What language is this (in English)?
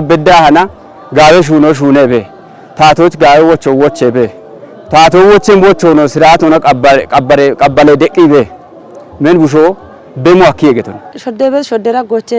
Kafa